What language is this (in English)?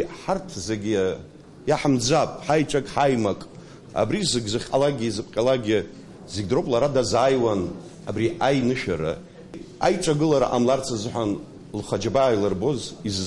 Abkhazian